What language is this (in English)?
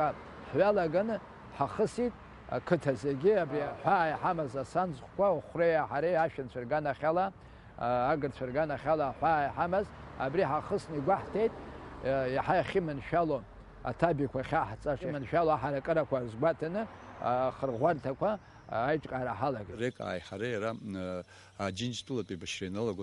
Abkhazian